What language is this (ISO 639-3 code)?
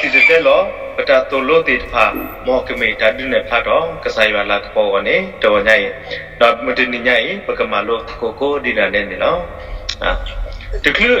ksw